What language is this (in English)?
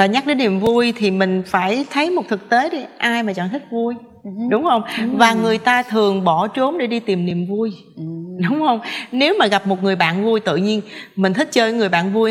Vietnamese